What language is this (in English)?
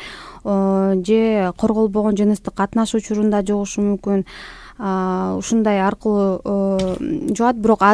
Kyrgyz